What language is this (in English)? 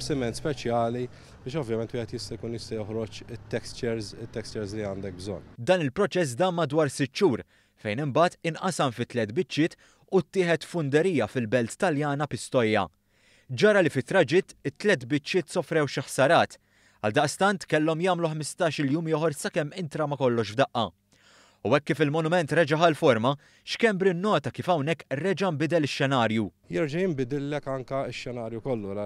Maltese